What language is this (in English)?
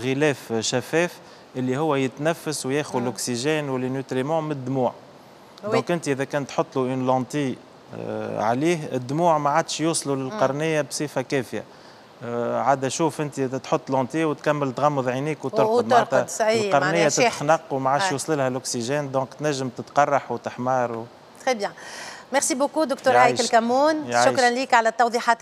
Tunisian Arabic